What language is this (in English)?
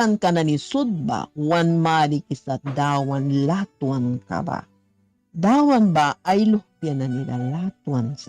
Mískito